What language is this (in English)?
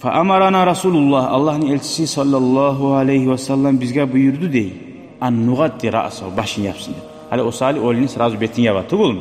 Kumyk